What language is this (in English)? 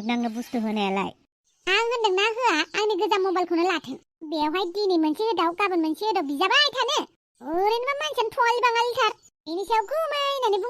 Bodo